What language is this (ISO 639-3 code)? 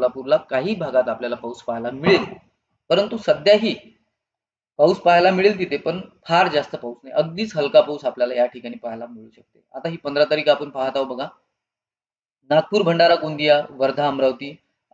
mar